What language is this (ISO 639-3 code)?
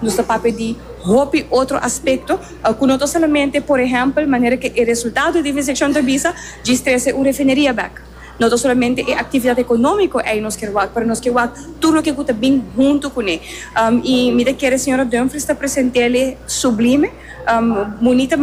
pap